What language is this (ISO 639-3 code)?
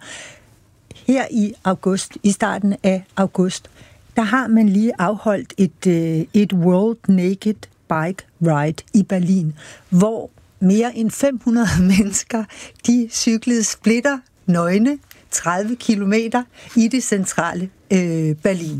dan